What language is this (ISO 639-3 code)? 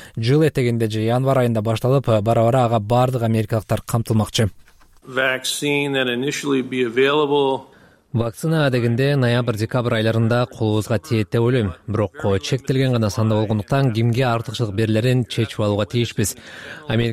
kir